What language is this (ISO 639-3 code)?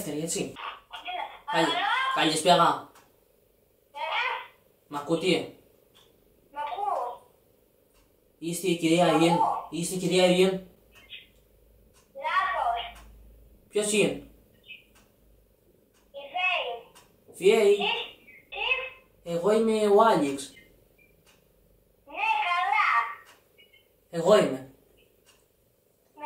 ell